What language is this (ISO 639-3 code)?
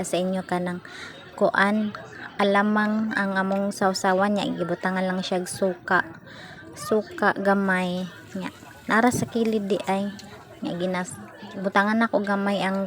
ceb